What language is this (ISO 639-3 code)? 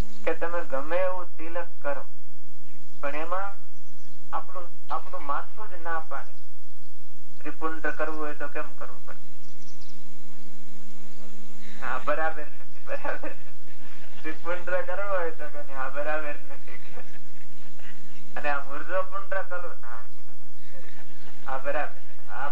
guj